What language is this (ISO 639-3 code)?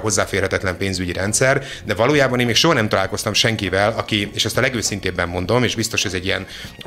hun